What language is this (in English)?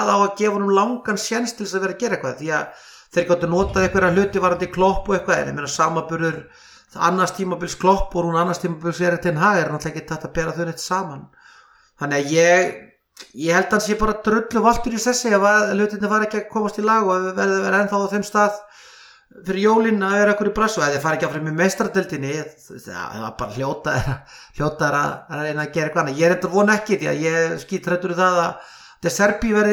Icelandic